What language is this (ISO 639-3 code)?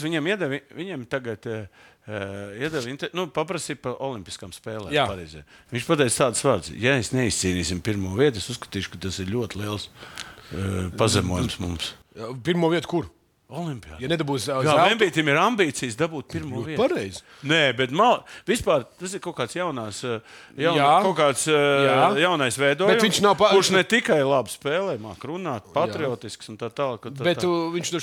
lav